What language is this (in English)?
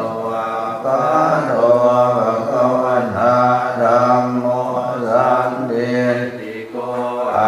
Pali